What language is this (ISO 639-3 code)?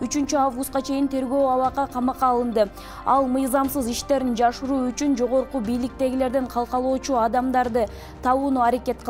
kir